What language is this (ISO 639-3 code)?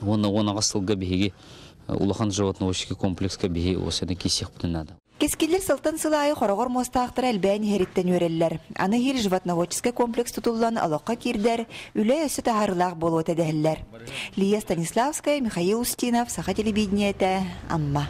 sah